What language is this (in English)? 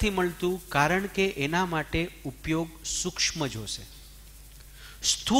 Gujarati